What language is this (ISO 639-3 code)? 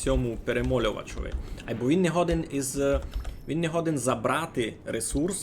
rue